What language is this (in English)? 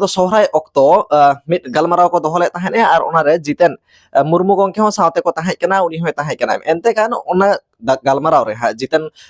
Santali